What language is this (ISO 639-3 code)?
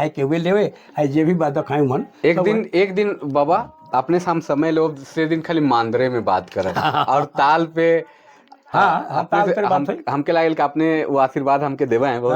sck